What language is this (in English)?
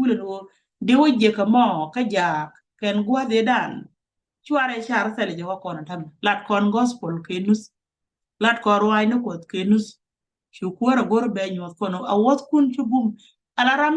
Nuer